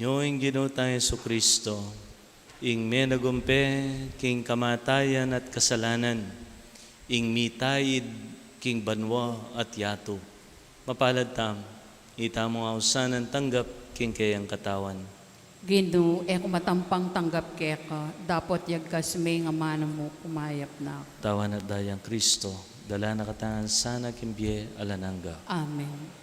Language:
Pampanga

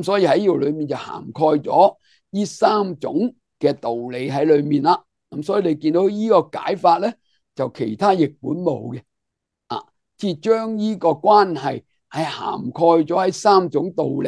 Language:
Cantonese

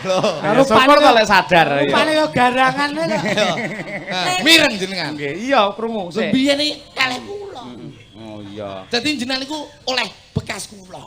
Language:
Javanese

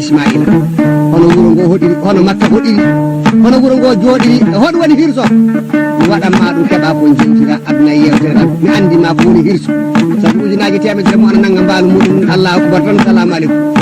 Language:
Fula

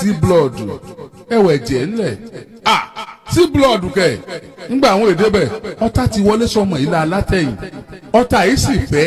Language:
Yoruba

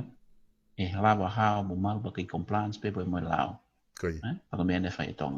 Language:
Tongan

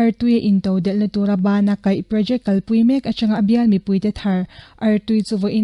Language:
Mizo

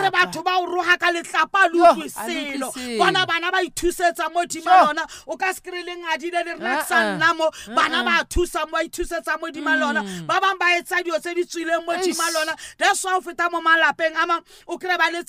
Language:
Southern Sotho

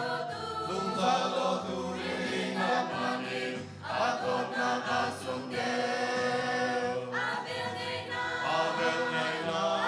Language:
Hakha Chin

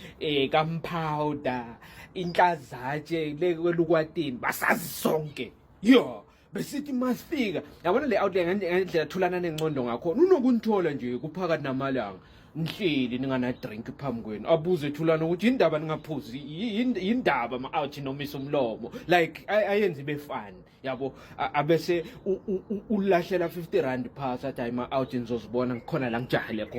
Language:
Zulu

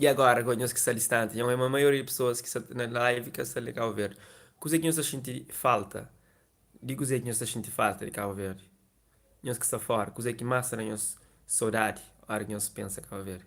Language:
Kabuverdianu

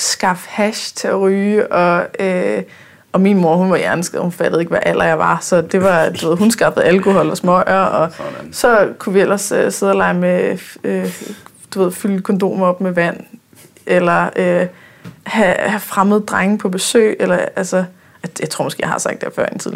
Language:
Danish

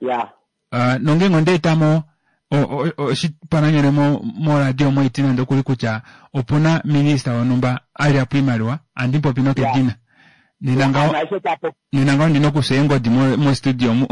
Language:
Kuanyama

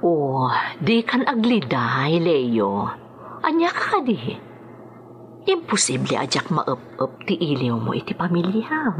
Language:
Iloko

